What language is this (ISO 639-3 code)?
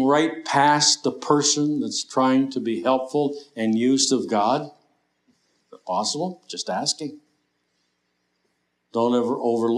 eng